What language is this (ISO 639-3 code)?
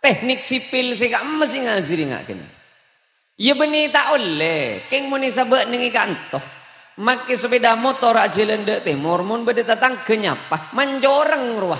mad